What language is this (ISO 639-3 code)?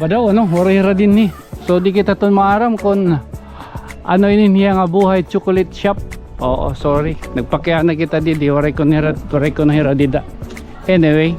war